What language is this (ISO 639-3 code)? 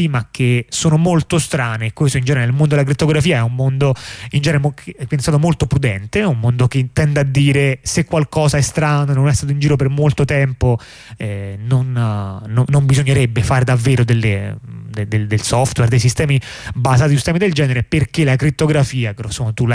ita